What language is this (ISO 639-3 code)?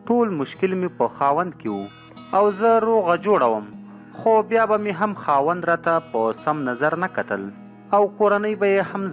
pus